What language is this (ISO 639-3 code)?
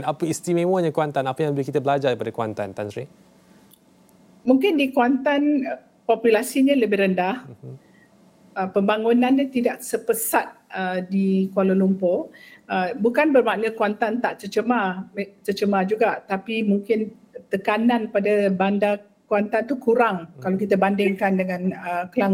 msa